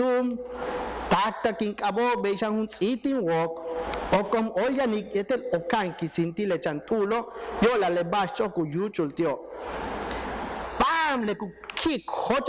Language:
Yucateco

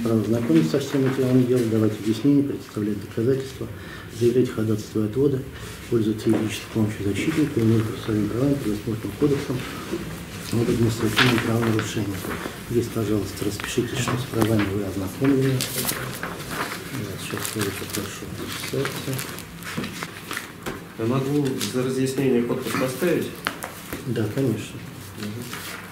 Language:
Russian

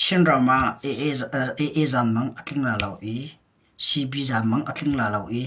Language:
Hakha Chin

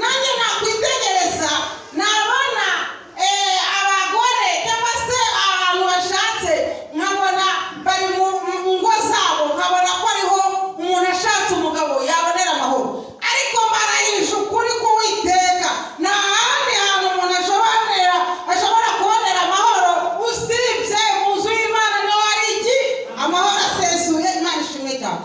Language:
Kinyarwanda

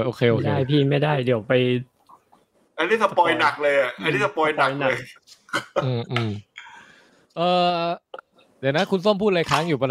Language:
Thai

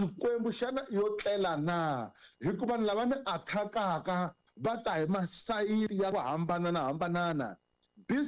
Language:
Tsonga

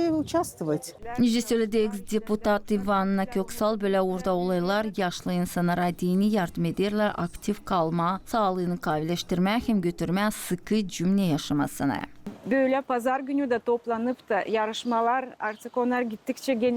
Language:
Gagauz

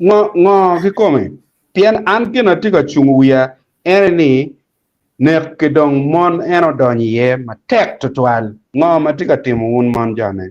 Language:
Acoli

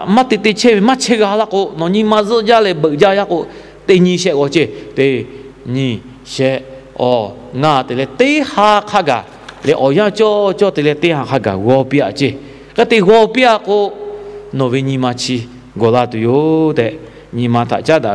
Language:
Lahu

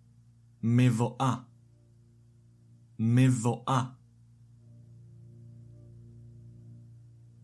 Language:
Hebrew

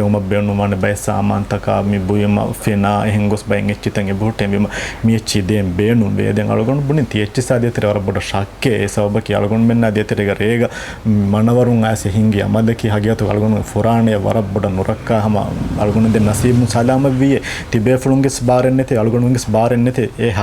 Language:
Divehi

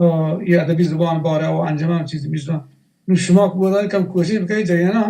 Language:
Baluchi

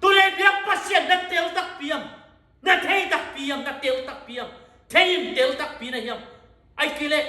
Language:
Tedim Chin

